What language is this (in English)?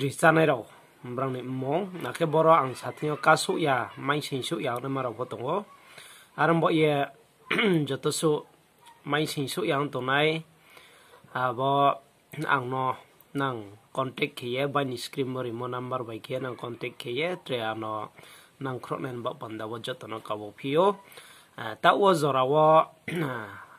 Riang (India)